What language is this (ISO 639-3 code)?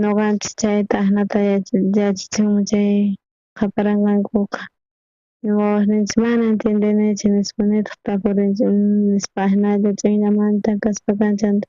quh